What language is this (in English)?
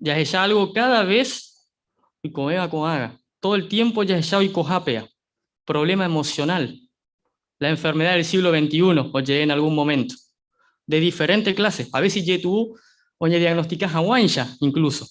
Guarani